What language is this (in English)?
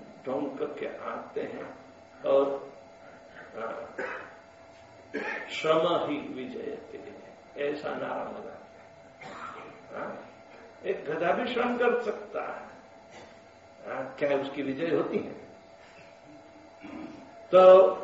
Hindi